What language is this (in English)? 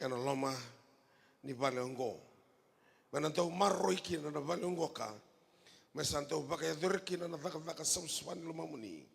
Fijian